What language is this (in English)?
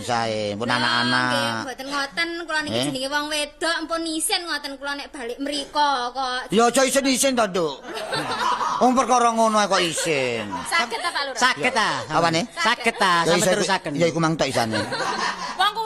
Javanese